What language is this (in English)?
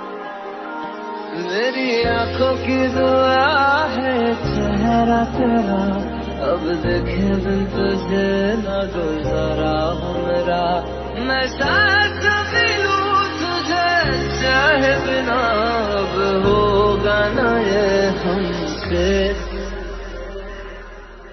Hindi